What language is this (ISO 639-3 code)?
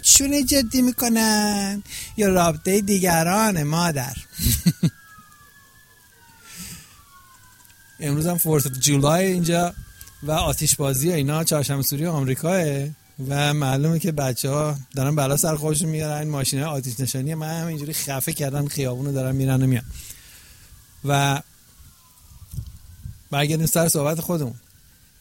fas